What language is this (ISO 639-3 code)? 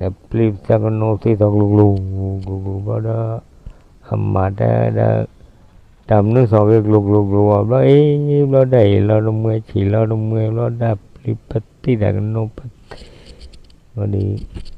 ksw